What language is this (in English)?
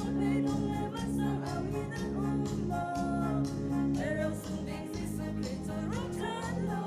Hakha Chin